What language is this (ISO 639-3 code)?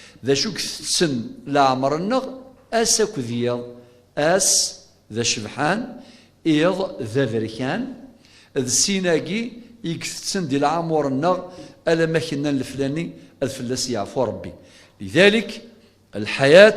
kab